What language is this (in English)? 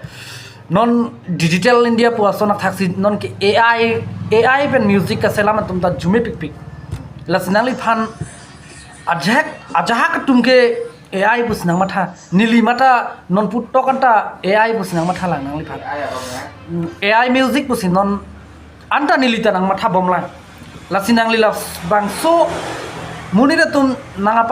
Karbi